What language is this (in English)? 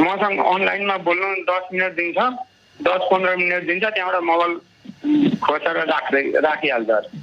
Nepali